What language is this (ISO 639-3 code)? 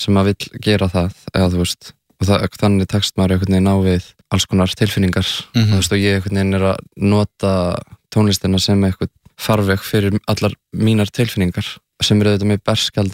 isl